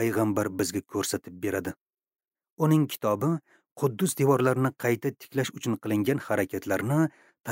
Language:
Uzbek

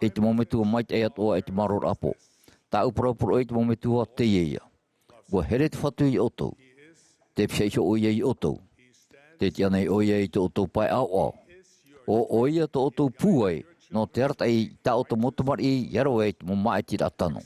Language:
Tahitian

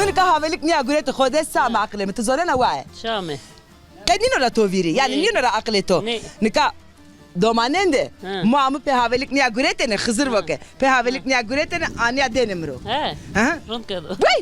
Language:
Zaza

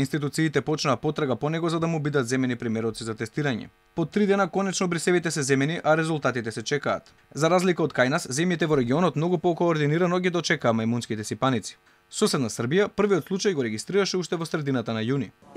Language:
Macedonian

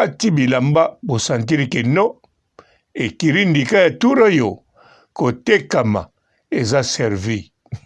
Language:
Lingala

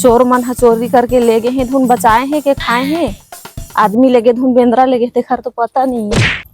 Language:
Chhattisgarhi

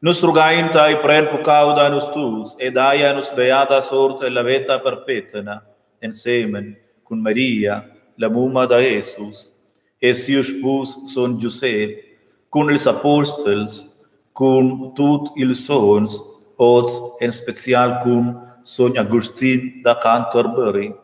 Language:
Romansh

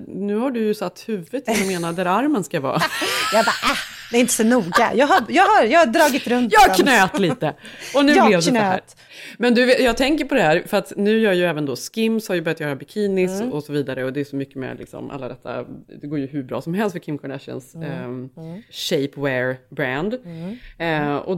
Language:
Swedish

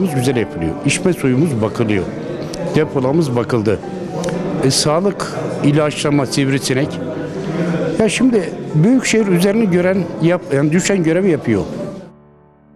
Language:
Turkish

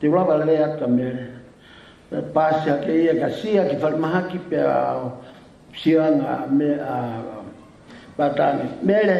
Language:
Tongan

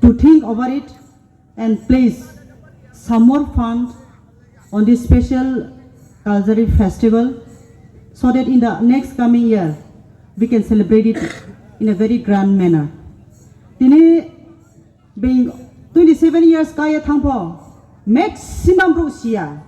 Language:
Riang (India)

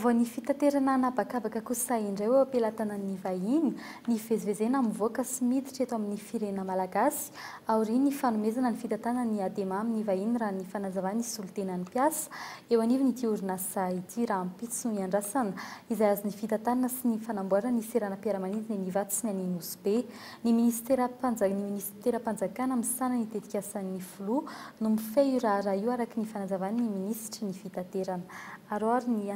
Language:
Malagasy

